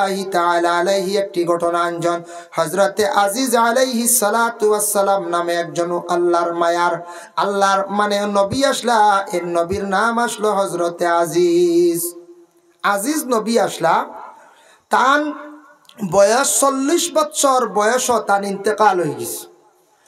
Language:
Sylheti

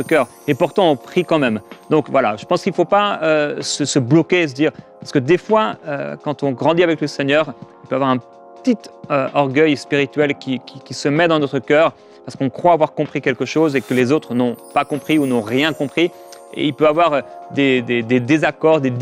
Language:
French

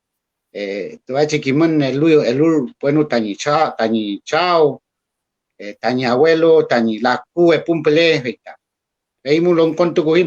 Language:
Mapuche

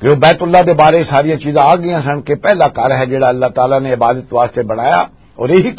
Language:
Western Panjabi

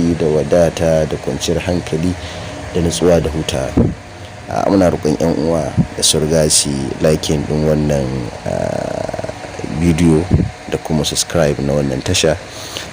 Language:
Hausa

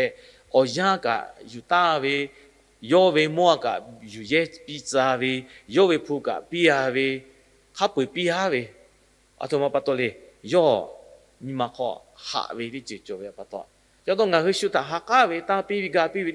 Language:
Lahu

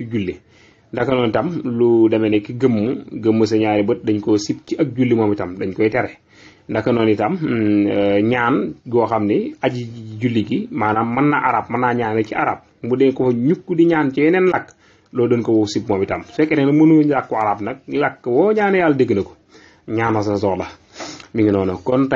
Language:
Wolof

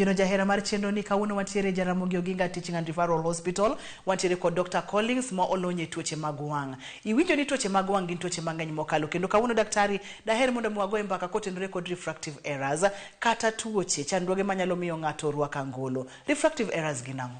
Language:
Luo (Kenya and Tanzania)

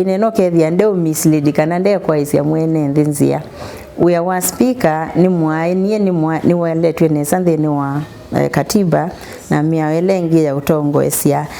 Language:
Kamba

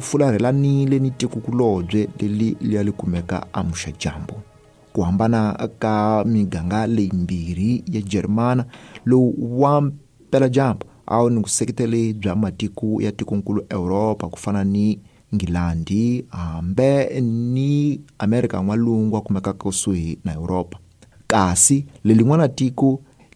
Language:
Tsonga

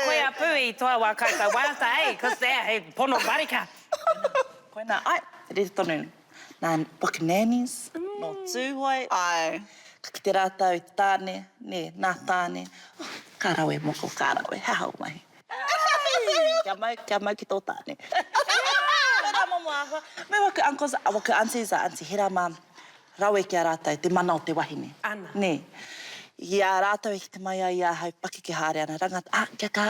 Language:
Māori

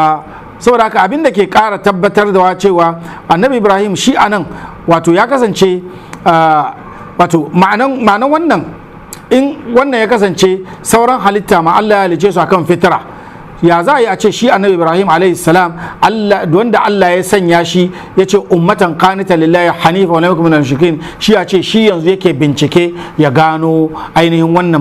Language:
Hausa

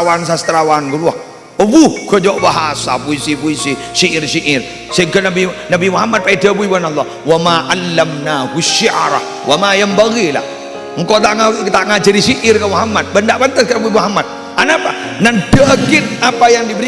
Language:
Madurese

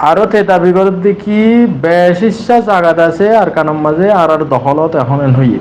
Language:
Rohingya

